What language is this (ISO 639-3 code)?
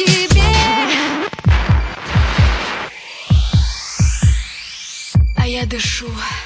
rus